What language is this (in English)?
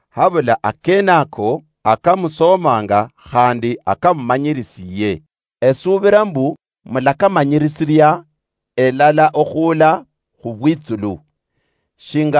Luyia